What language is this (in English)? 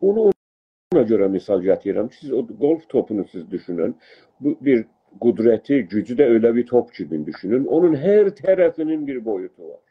South Azerbaijani